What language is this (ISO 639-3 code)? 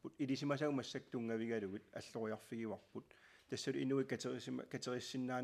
kal